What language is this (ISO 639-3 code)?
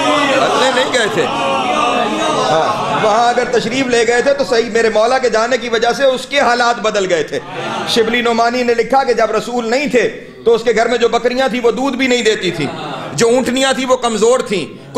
urd